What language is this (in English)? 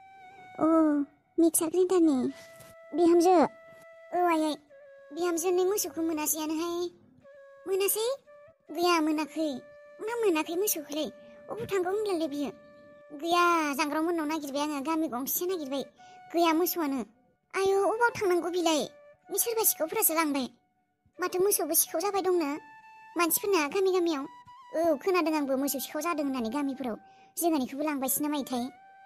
Bodo